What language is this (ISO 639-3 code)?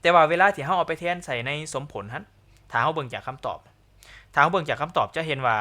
lao